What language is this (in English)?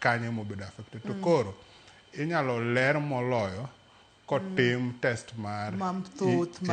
Luo (Kenya and Tanzania)